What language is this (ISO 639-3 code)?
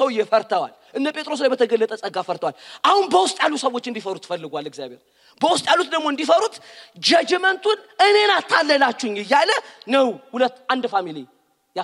amh